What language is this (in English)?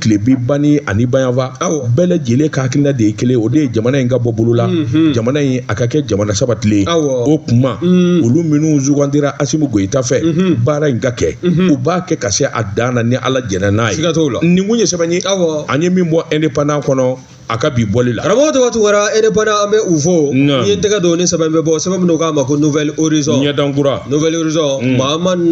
Bambara